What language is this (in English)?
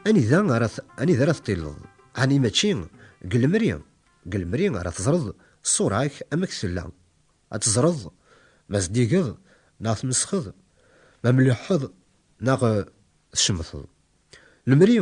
Kabyle